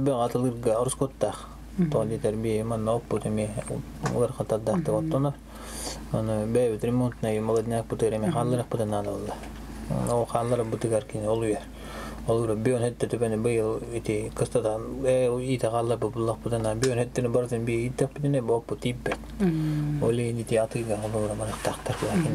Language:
Yakut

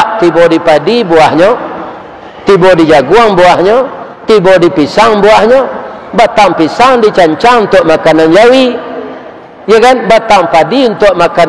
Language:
Minangkabau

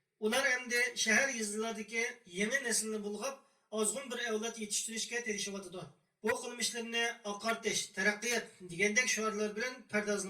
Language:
Uyghur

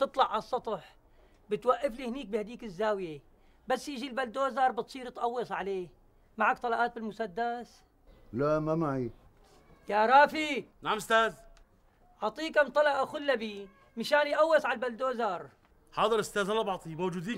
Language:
North Levantine Arabic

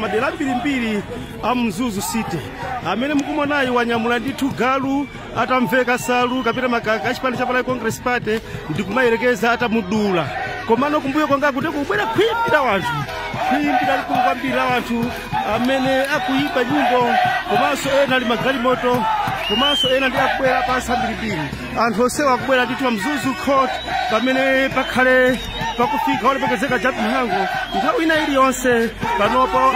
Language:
Nyanja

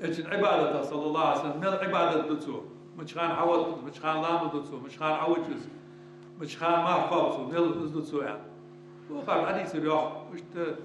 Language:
Ingush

